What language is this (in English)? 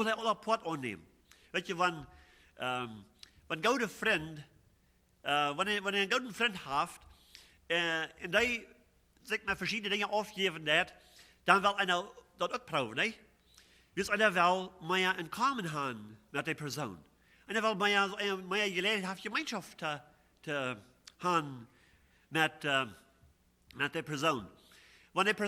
Plautdietsch